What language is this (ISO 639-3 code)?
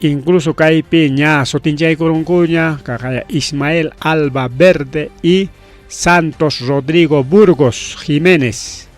quy